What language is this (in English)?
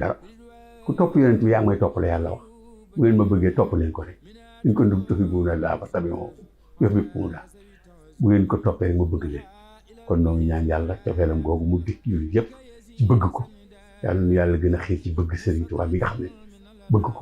Wolof